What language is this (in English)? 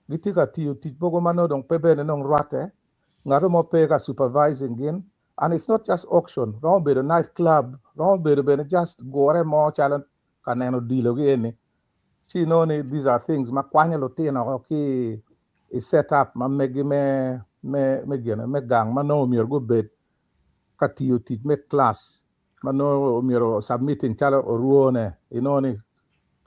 Acoli